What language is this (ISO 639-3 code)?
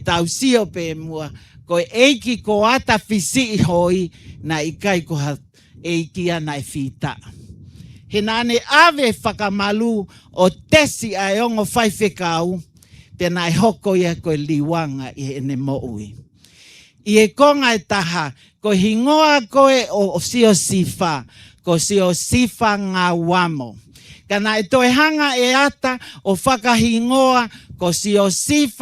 ton